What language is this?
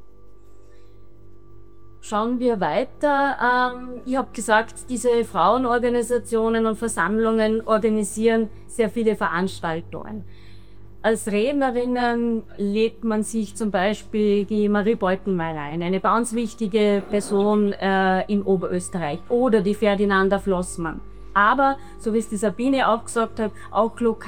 German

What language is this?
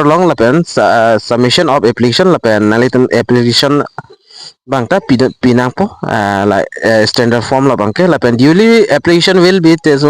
Karbi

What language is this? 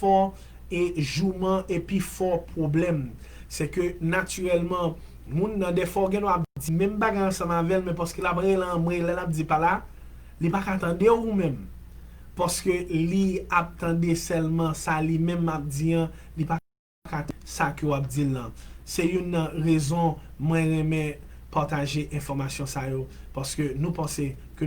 Haitian Creole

